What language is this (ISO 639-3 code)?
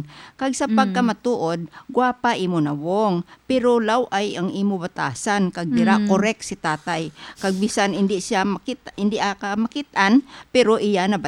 hil